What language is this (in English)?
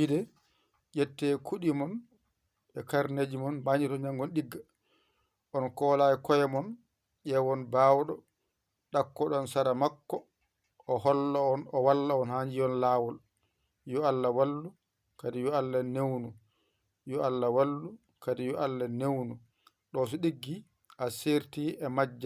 Fula